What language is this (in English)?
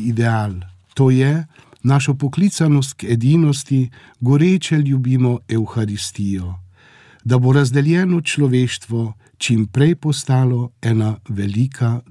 Slovenian